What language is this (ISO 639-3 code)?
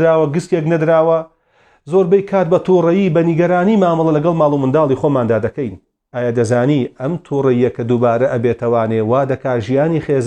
ckb